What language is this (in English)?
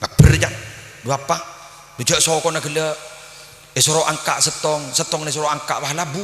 Madurese